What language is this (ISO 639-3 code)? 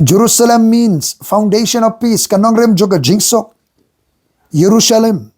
kha